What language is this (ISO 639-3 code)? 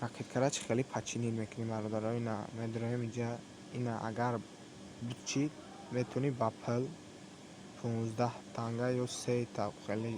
tgk